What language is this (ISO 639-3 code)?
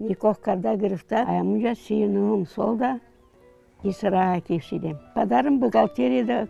tgk